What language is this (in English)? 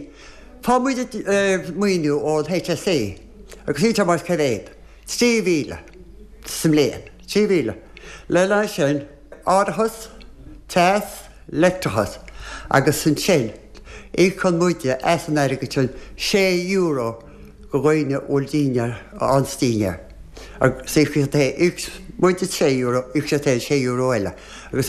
Irish